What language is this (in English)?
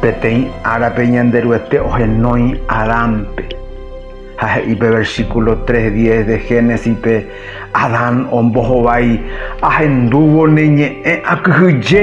Guarani